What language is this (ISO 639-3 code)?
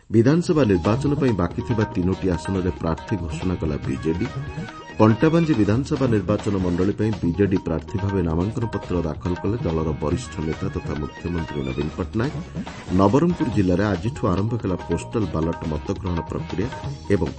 ori